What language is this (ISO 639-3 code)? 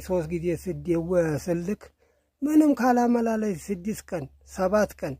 amh